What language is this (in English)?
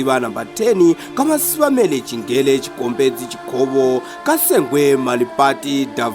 Tsonga